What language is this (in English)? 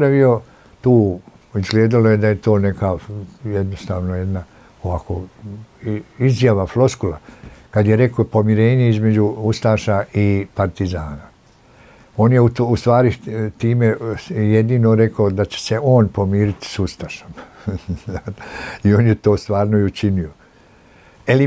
Croatian